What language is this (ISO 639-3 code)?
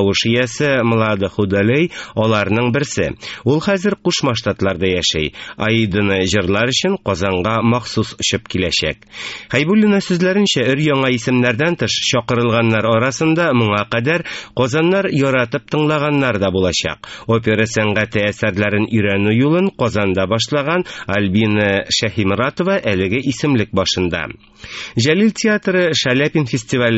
tat